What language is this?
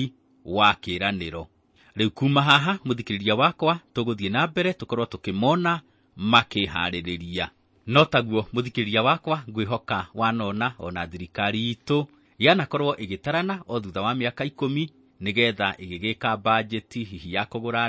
Kikuyu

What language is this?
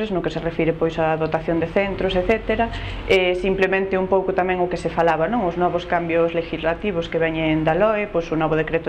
Galician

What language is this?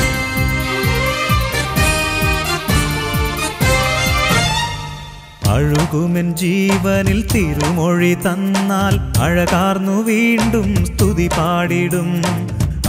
Malayalam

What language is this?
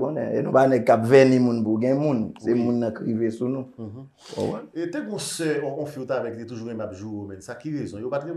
Haitian Creole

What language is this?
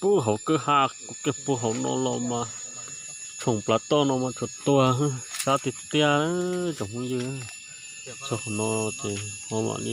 Hmong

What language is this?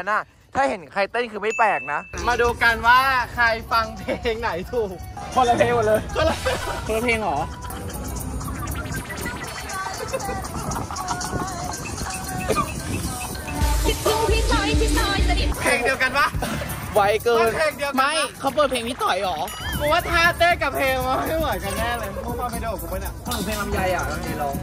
Thai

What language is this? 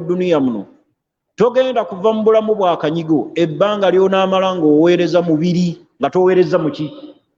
Ganda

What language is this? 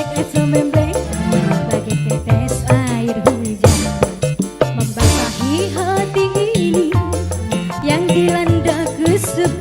Betawi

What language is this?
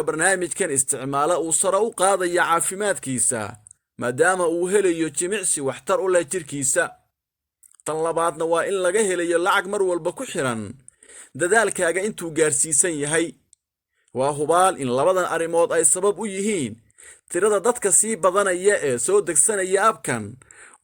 Somali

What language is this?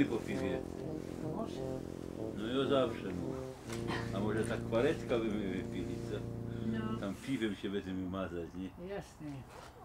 Silesian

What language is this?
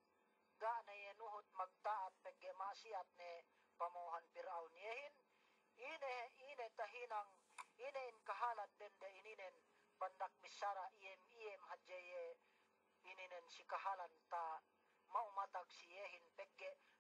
Yakan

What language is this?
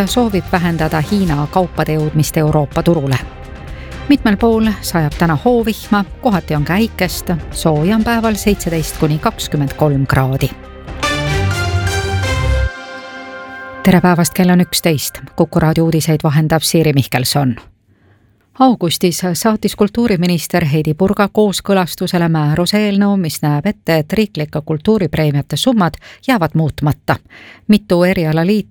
Estonian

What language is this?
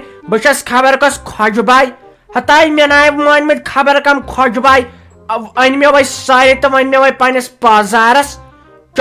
Kashmiri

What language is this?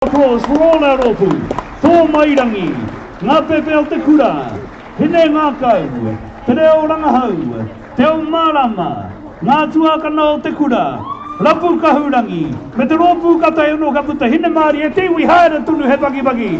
Māori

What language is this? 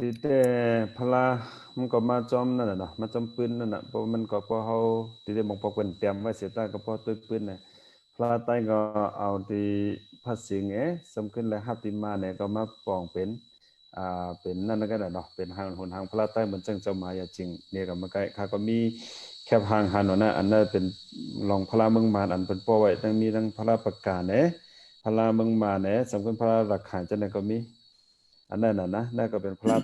Shan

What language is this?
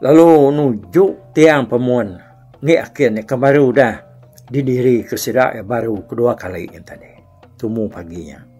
Iban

